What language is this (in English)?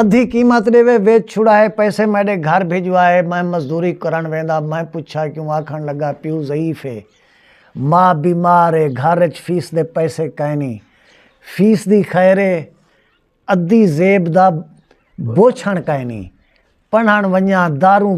Saraiki